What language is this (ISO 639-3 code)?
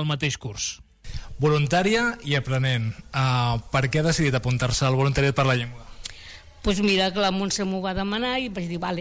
cat